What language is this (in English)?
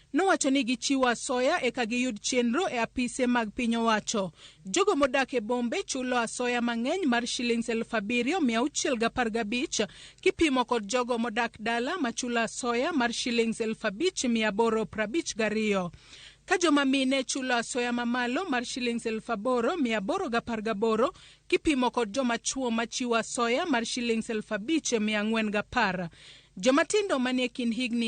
Luo (Kenya and Tanzania)